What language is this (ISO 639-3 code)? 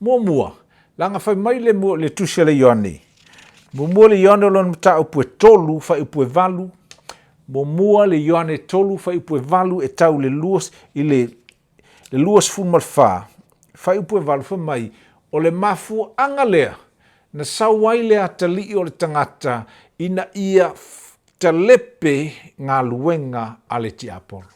smo